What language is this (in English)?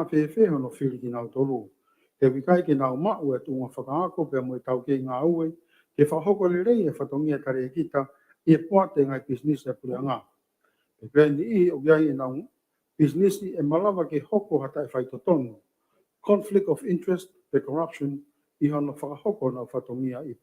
Tongan